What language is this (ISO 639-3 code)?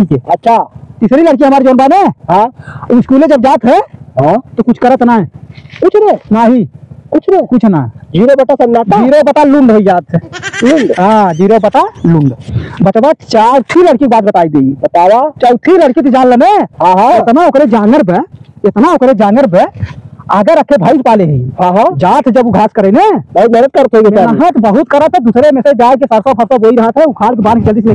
awa